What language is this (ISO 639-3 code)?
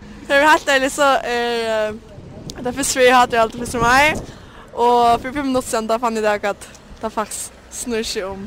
fao